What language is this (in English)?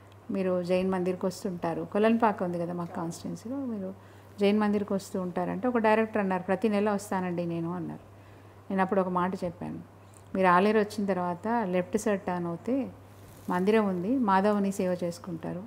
Telugu